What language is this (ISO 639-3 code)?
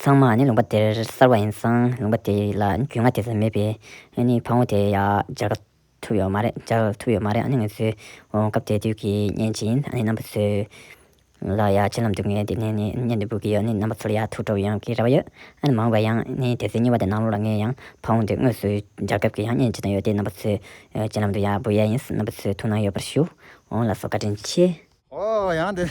bod